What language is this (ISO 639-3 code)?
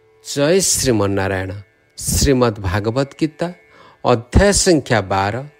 ori